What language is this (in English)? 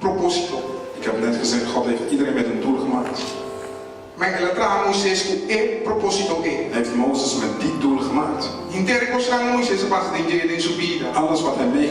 Papiamento